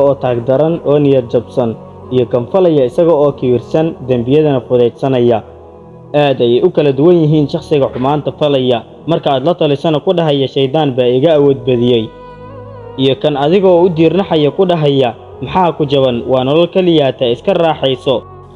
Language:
Somali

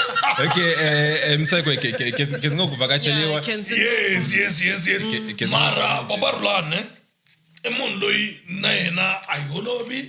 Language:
Tsonga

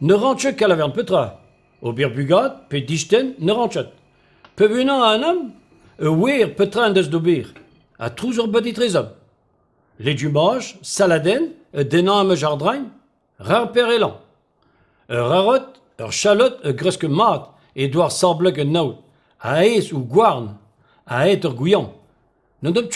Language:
Breton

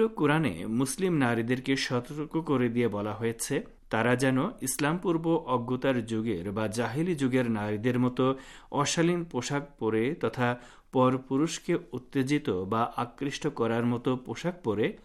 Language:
Bangla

